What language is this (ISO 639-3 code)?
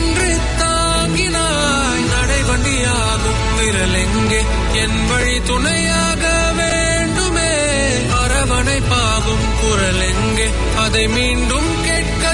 tam